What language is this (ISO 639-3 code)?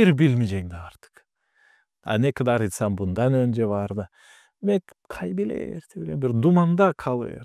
gag